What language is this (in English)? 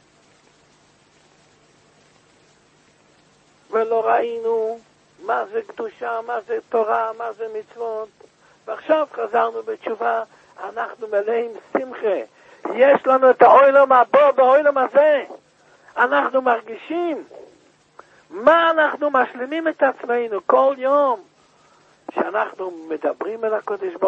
Hebrew